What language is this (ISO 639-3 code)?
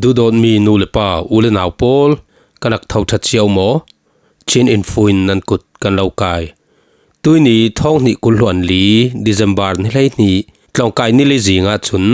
cfm